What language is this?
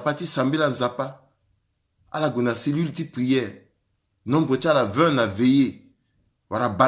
Sango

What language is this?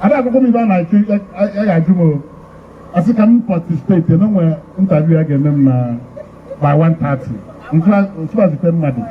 Igbo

